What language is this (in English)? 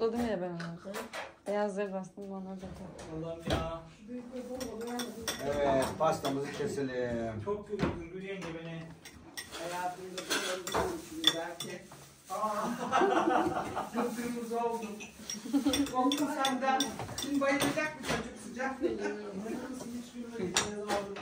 Turkish